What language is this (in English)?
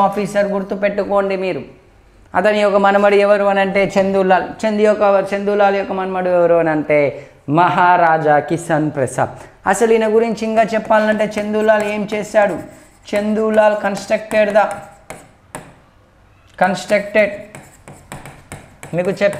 Telugu